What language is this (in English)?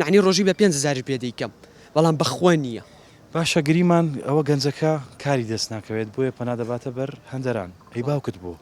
Central Kurdish